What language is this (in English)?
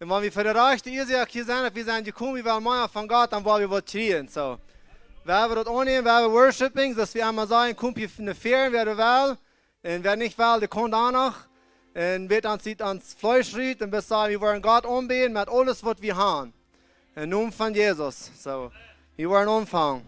Plautdietsch